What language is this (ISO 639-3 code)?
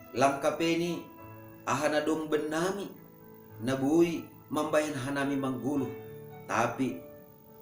bts